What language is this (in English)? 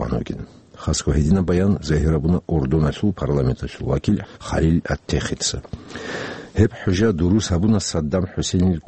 Avaric